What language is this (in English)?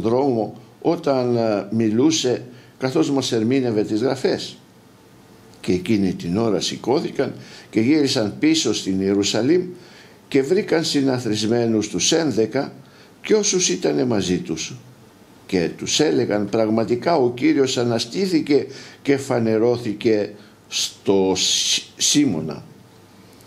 Greek